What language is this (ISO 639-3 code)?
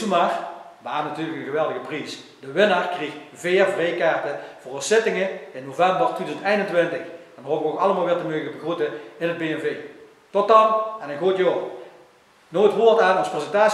lim